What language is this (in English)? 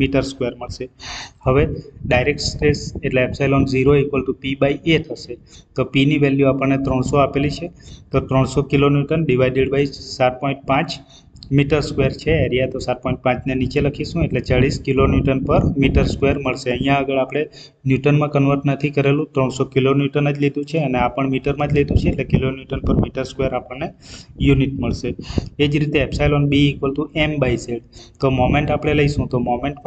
Gujarati